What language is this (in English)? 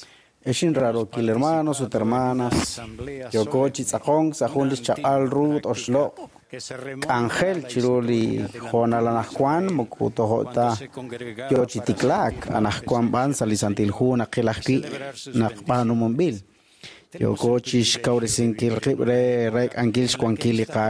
Kekchí